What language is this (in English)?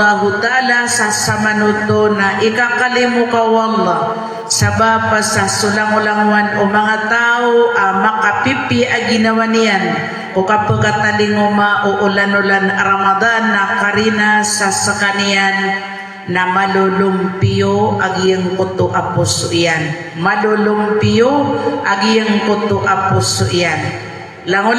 Maranao